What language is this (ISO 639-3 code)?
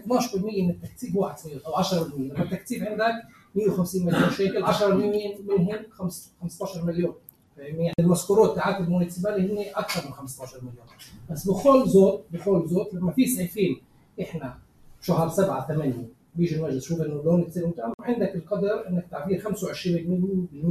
apc